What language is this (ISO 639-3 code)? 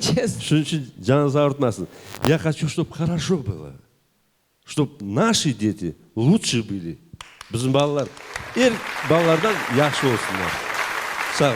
crh